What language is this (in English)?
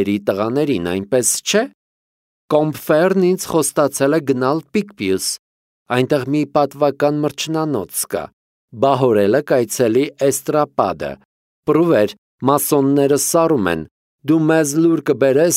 Armenian